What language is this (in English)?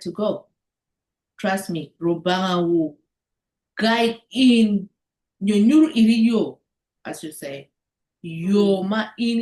Acoli